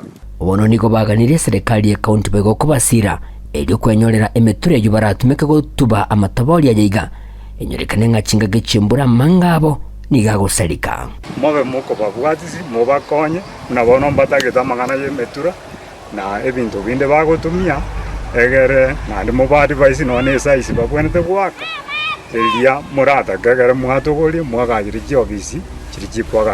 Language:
Gusii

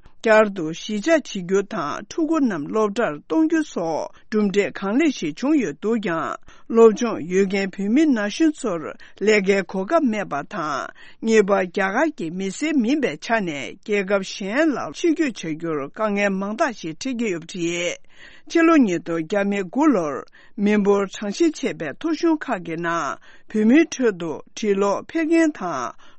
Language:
Tibetan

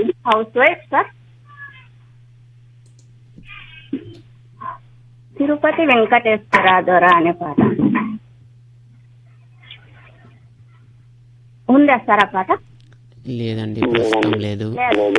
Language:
Telugu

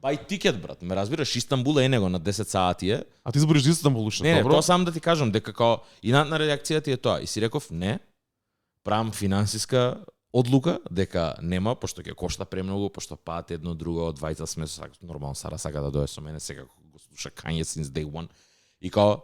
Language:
Macedonian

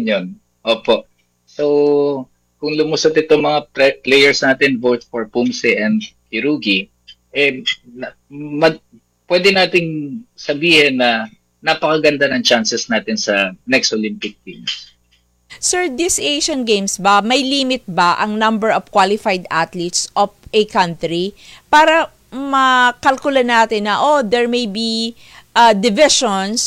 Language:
Filipino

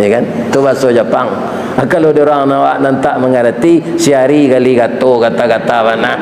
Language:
Minangkabau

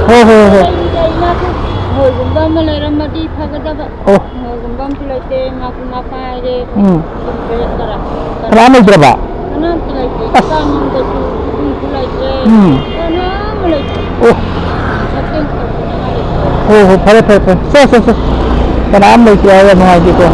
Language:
Manipuri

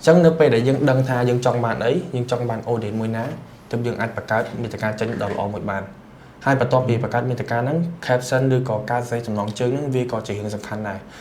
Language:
Khmer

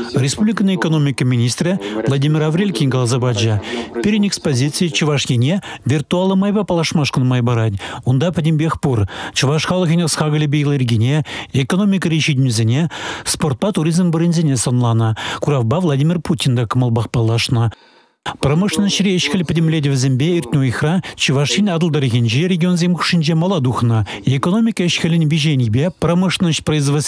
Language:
Chuvash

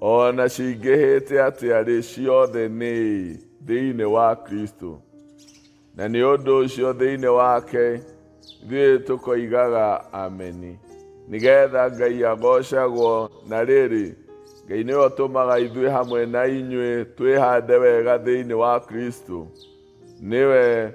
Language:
Kikuyu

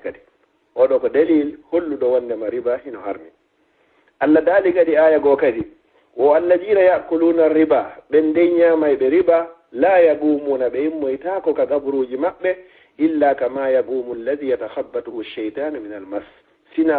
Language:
Fula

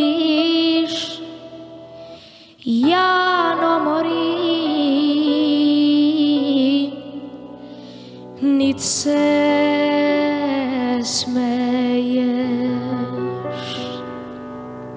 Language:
Croatian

